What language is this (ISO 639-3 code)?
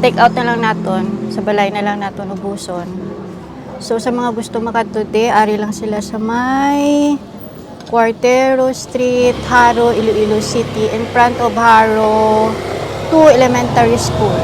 hil